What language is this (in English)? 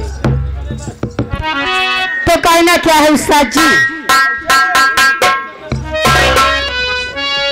Bhojpuri